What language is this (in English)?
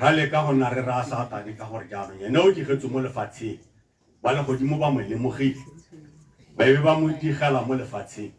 Tswana